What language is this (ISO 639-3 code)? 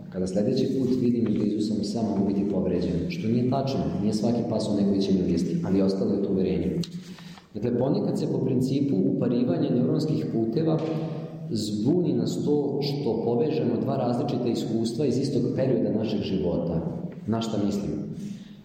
srp